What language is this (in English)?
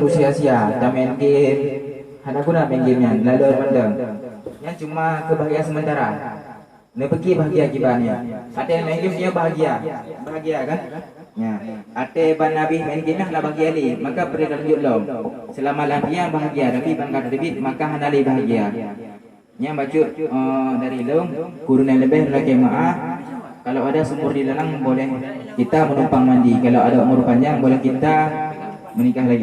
Achinese